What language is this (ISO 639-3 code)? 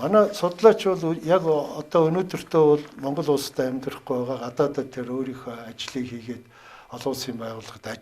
mon